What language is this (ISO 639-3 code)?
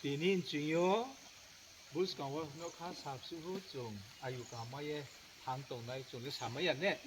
ria